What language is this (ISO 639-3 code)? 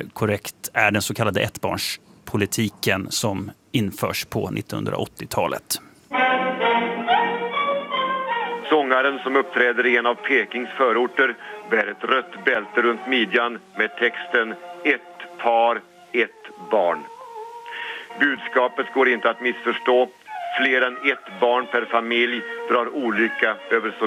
swe